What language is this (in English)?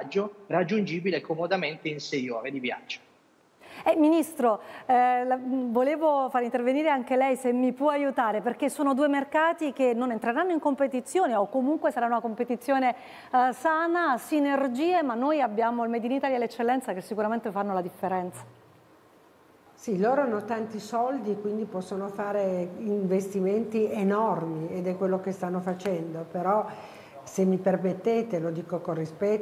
Italian